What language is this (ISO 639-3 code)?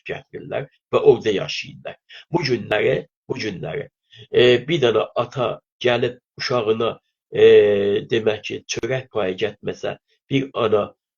azb